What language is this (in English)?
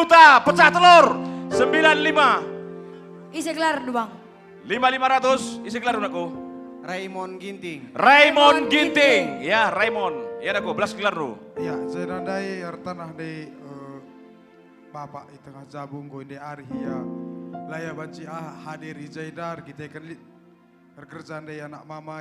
Batak Karo